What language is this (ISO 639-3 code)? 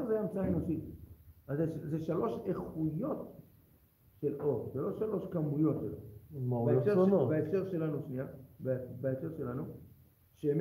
heb